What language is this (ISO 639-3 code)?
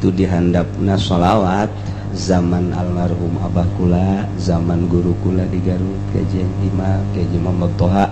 sun